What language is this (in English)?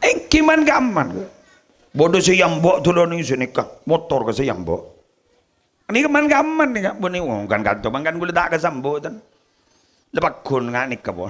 Madurese